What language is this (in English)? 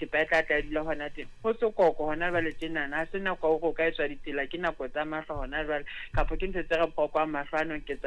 Southern Sotho